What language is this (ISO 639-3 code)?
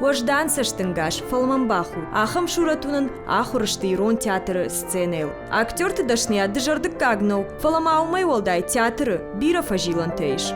oss